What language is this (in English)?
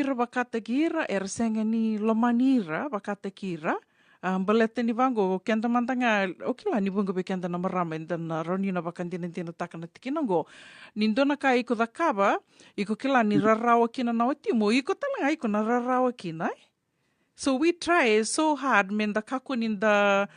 Fijian